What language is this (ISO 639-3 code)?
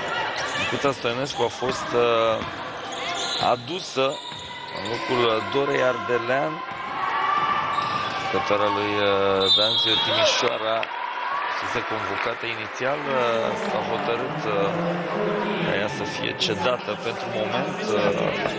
ron